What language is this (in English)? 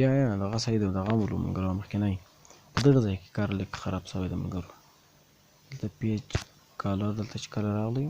Pashto